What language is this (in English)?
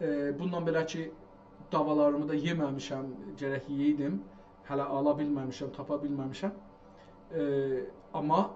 South Azerbaijani